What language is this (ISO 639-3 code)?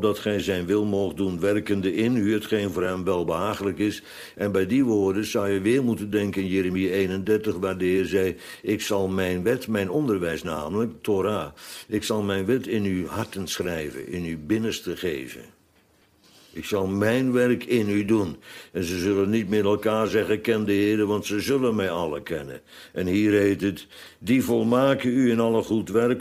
nld